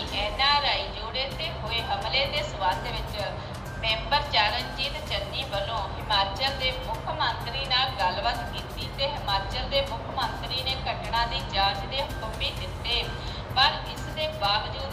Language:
Punjabi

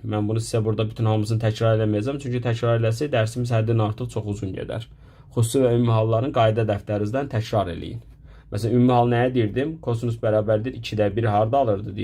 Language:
Azerbaijani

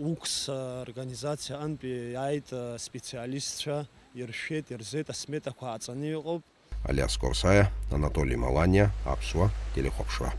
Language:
Abkhazian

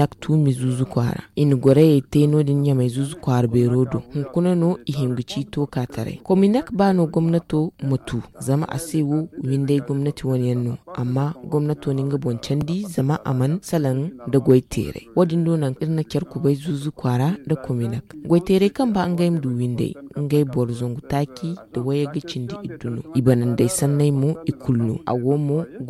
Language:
Zarma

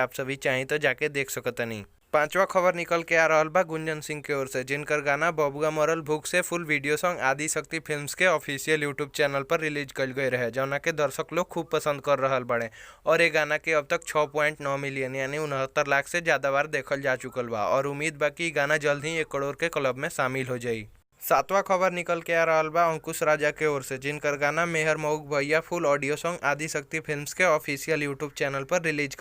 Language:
Bhojpuri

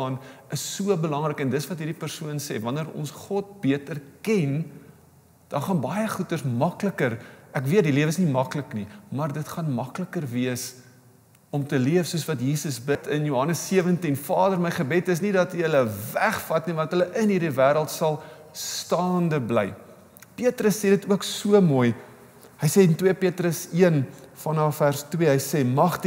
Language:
Afrikaans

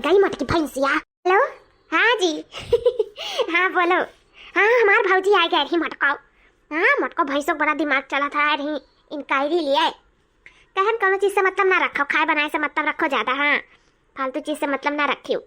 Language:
Awadhi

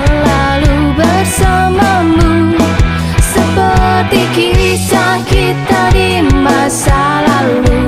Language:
Betawi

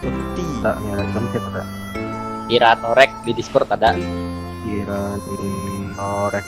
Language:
Banjar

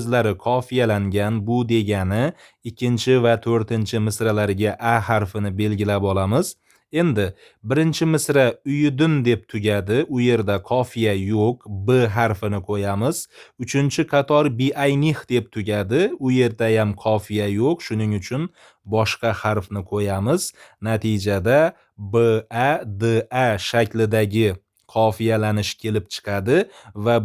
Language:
Uzbek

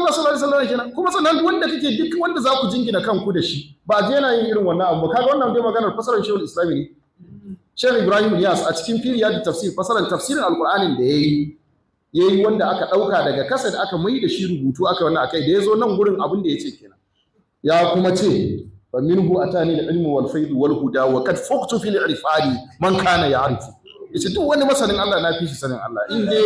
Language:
Hausa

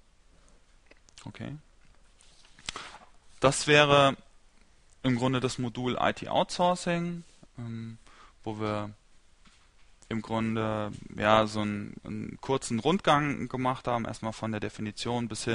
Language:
German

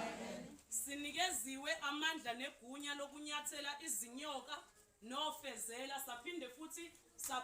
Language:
Zulu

